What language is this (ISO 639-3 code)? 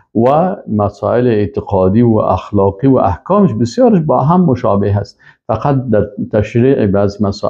fas